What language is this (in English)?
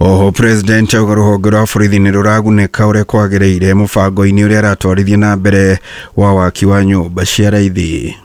Kikuyu